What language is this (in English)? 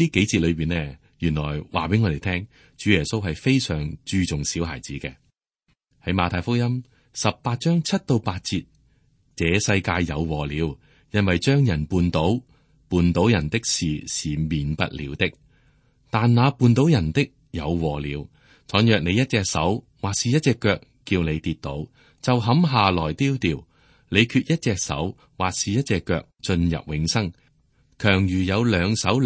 Cantonese